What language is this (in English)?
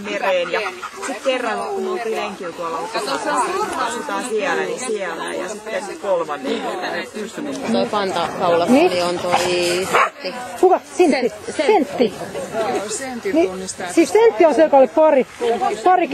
Finnish